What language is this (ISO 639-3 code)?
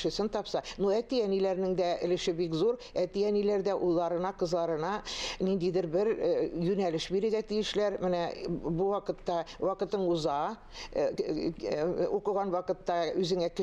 tat